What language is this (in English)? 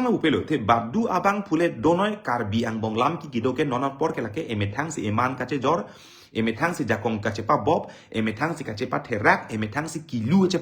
Karbi